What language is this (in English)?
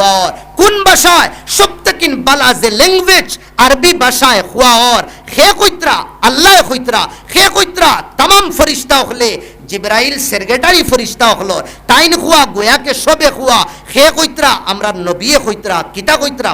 Sylheti